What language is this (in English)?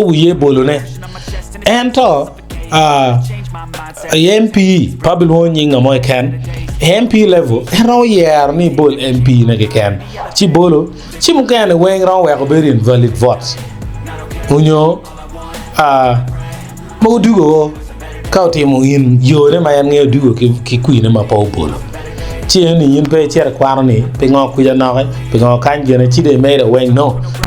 Acoli